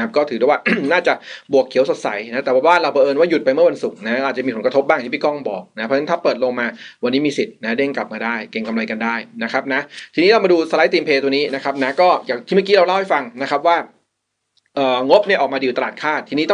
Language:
Thai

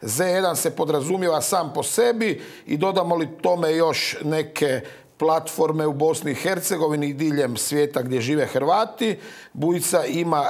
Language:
Croatian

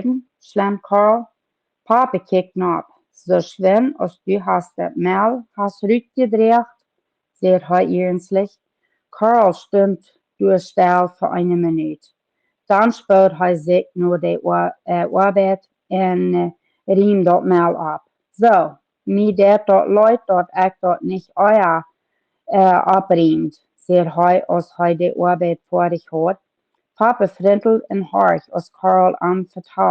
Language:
Plautdietsch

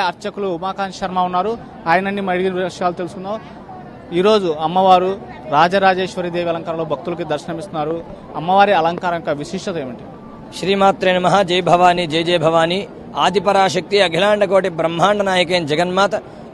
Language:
Telugu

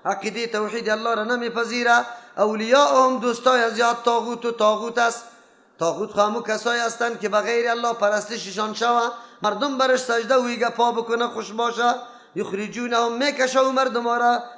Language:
Persian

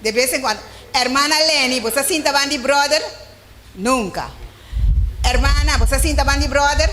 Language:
Papiamento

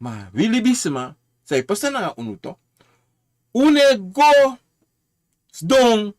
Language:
Sranan Tongo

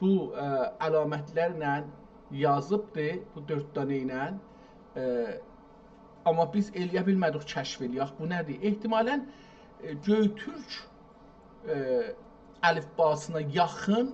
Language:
South Azerbaijani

